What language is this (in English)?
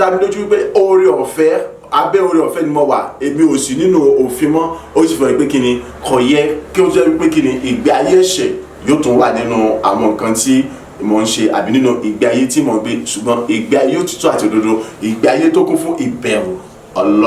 Yoruba